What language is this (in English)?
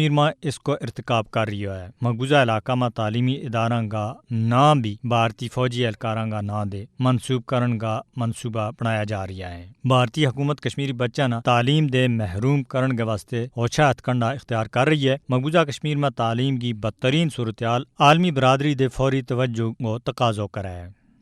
Gujari